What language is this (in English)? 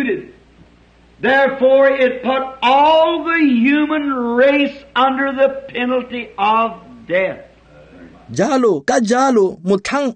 Tswana